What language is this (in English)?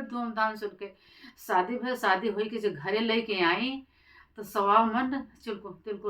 Awadhi